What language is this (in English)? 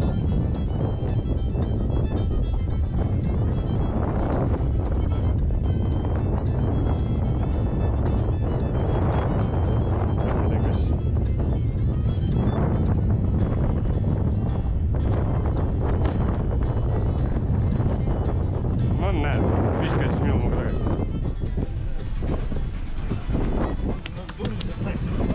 Estonian